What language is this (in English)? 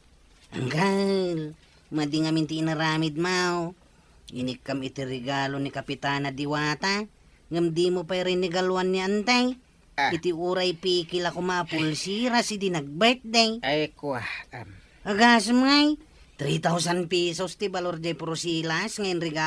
Iloko